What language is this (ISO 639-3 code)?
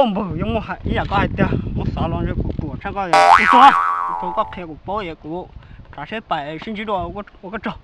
hmn